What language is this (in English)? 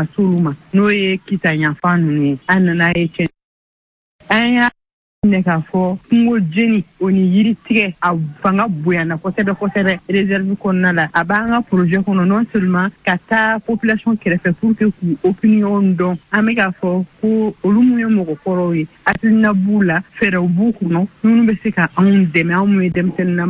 Bambara